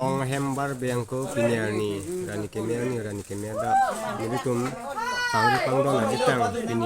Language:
Karbi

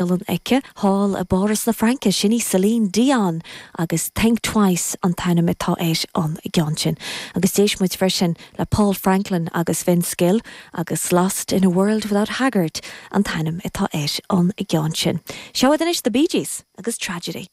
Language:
Irish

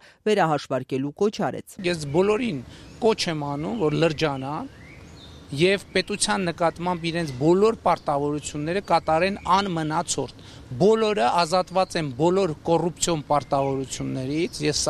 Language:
Armenian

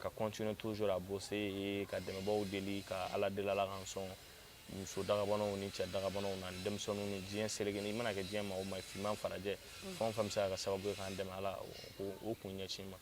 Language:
Bambara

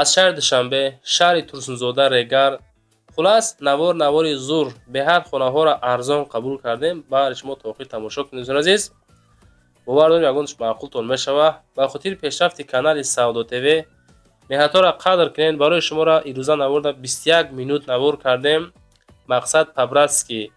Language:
Tajik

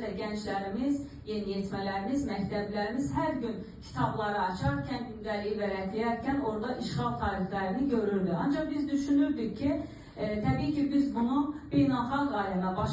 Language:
Azerbaijani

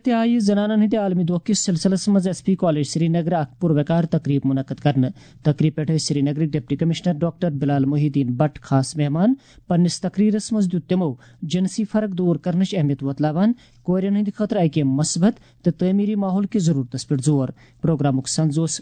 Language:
Kashmiri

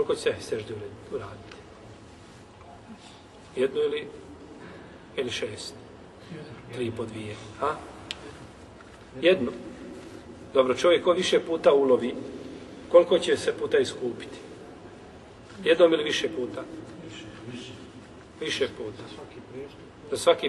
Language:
Bosnian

